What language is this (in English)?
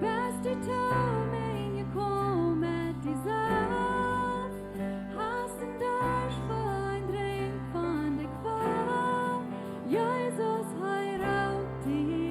Plautdietsch